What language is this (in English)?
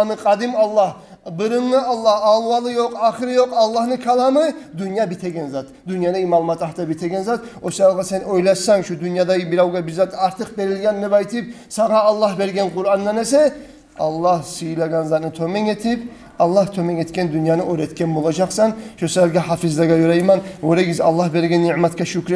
Kumyk